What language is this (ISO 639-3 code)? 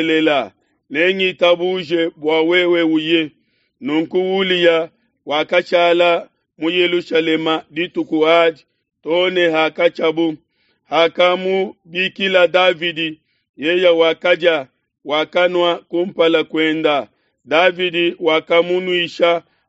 lua